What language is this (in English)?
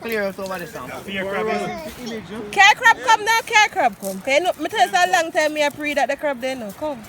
Jamaican Creole English